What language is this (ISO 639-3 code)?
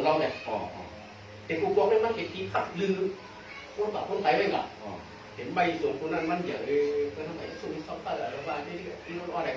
shn